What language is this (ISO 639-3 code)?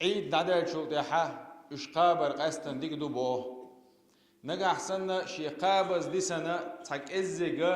che